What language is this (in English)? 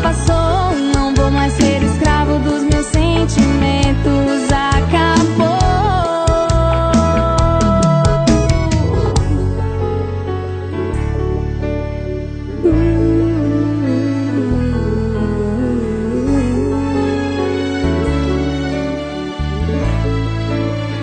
Portuguese